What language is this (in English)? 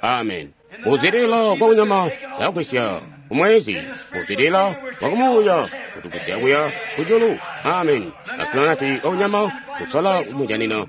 Tonga (Zambia)